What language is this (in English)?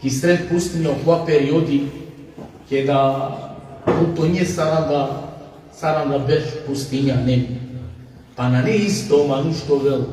Balkan Romani